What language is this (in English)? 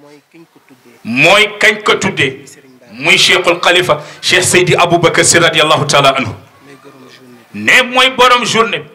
Wolof